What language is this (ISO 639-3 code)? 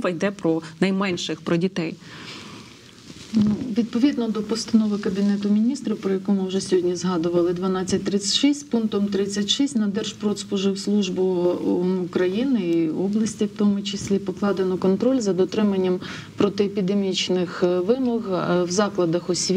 ukr